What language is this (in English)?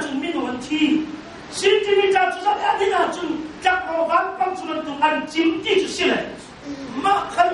Hakha Chin